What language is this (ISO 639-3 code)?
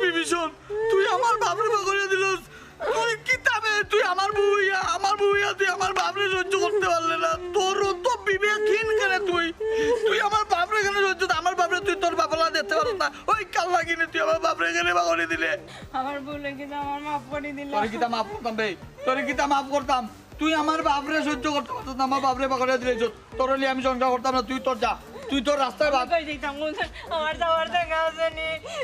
syl